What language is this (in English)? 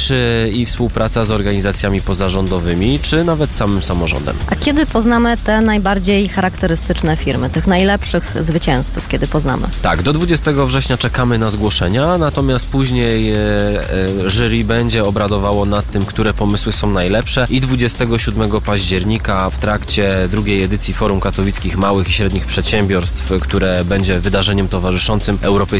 Polish